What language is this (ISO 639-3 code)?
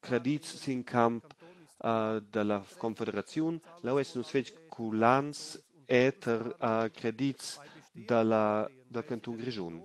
roh